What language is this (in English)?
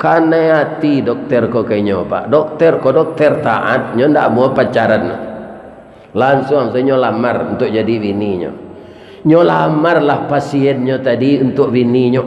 Minangkabau